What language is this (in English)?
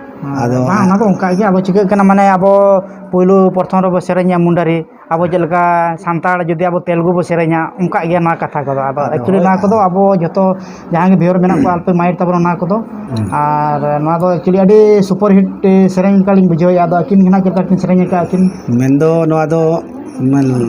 Santali